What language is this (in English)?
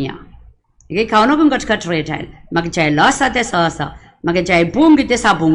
Pohnpeian